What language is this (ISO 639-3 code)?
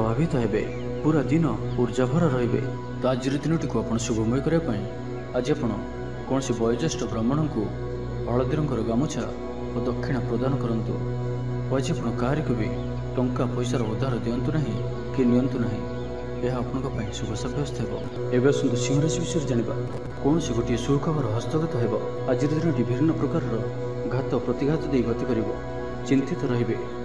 ori